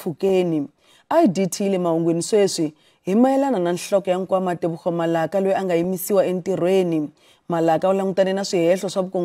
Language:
Tsonga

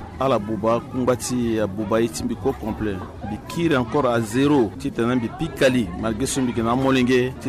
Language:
Sango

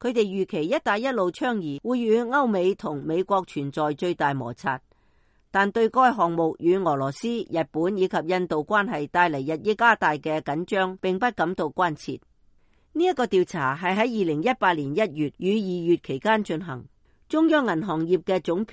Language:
Cantonese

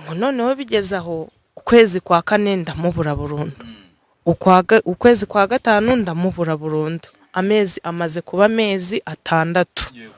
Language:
Kinyarwanda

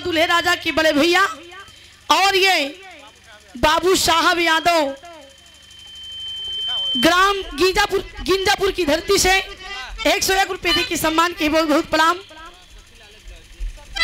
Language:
Bhojpuri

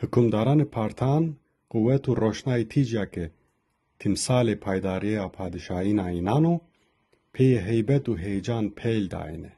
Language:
Zaza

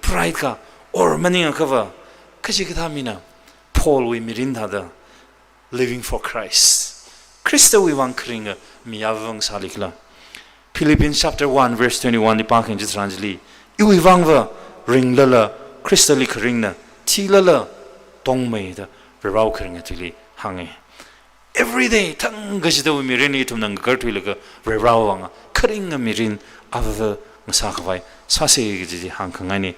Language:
Tangkhul Naga (India)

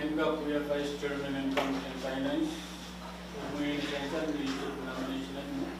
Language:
Pohnpeian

